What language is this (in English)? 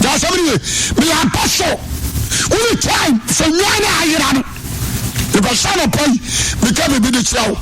Akan